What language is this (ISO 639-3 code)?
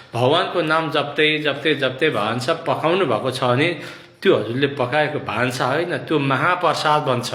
nep